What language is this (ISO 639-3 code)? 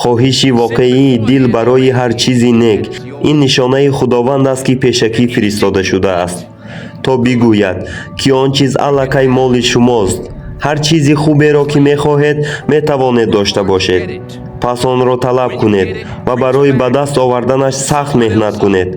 tgk